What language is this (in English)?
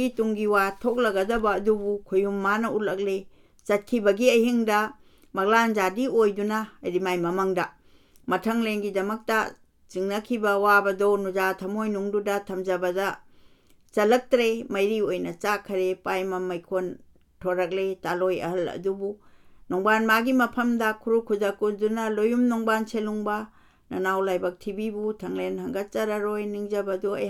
Manipuri